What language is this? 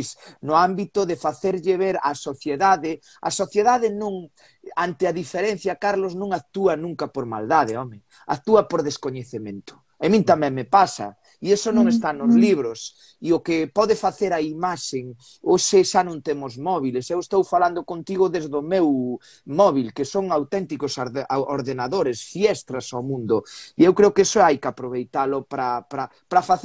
Galician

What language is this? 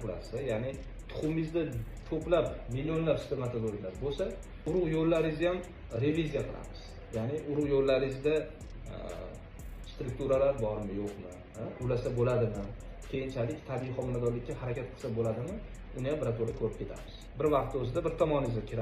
Uzbek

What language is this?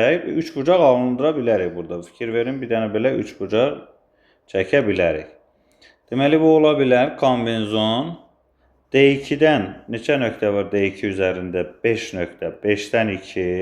Azerbaijani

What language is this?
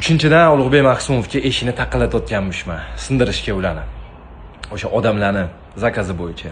Uzbek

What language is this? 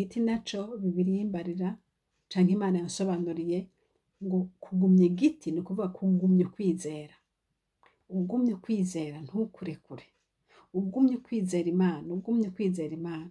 Rundi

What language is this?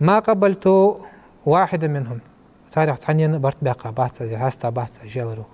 Ingush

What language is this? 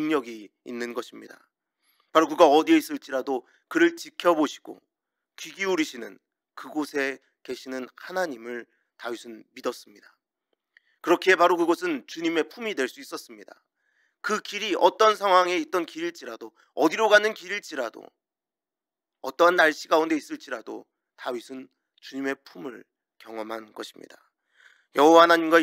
Korean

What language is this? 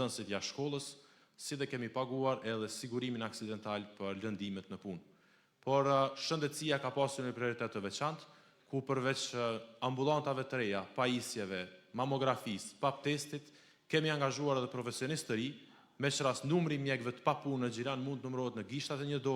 Albanian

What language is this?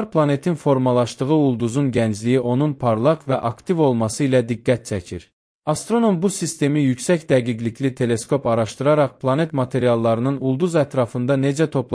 Azerbaijani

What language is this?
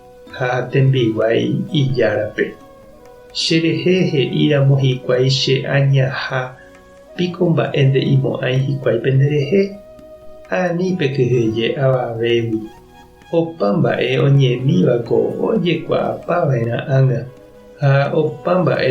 Guarani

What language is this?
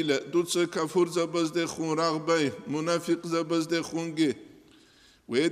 Avaric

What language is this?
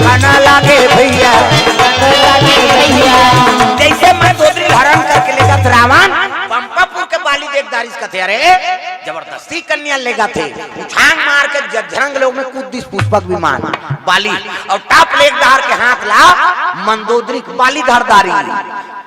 Chhattisgarhi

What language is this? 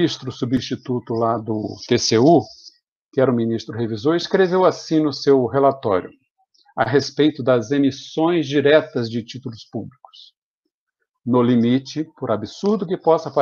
Portuguese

